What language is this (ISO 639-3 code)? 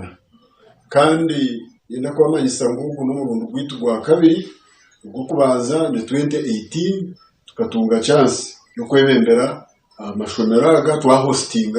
nyn